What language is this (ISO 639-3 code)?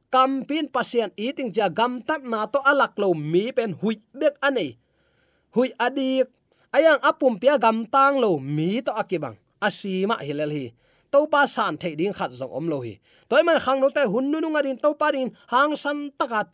ctd